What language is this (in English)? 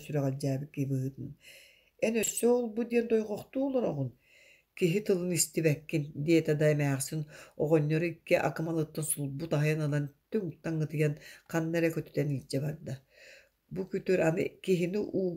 Yakut